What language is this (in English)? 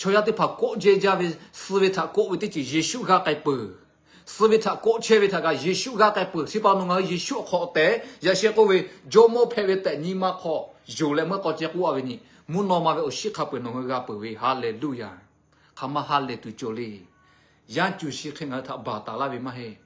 Lahu